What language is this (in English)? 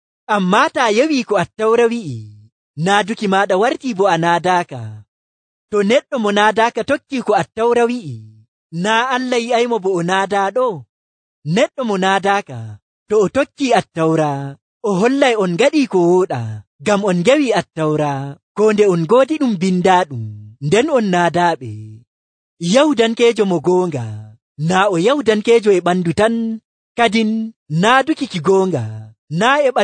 Nigerian Fulfulde